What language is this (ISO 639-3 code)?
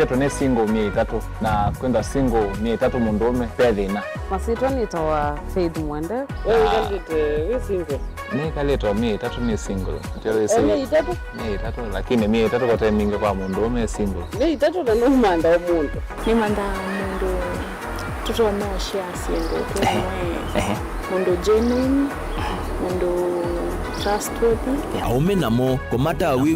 kam